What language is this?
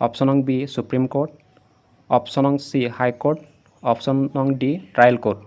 Assamese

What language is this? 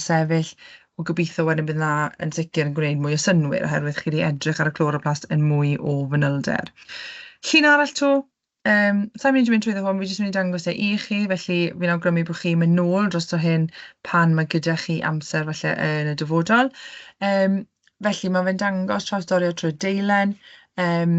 Welsh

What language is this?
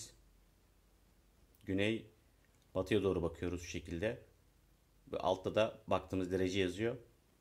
Turkish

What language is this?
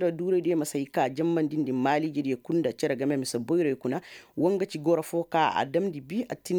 Koyraboro Senni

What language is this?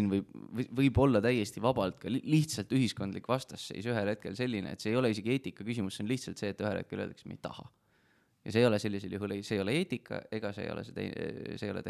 Estonian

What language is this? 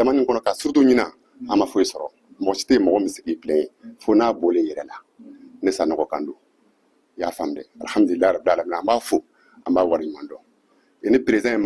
Bambara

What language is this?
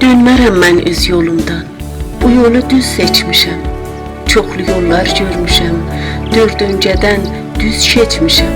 South Azerbaijani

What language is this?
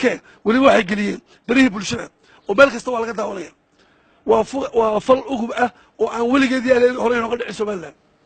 Somali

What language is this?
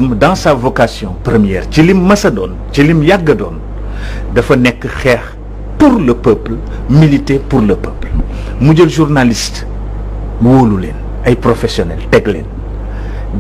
Wolof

